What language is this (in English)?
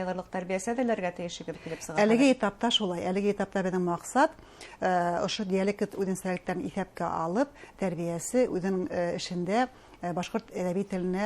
Bashkir